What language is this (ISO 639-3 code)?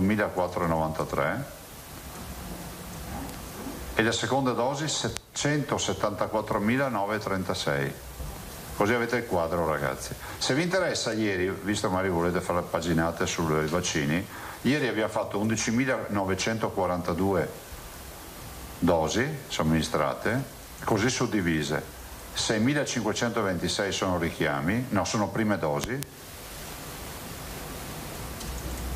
ita